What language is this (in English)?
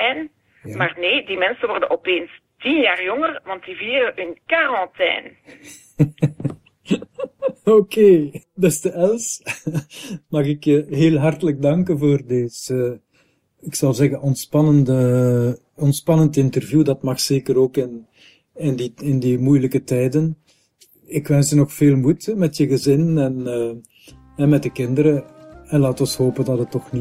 Dutch